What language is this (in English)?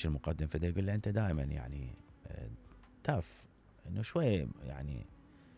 Mesopotamian Arabic